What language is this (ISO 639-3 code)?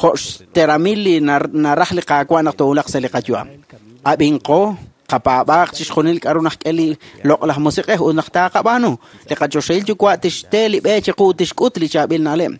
kek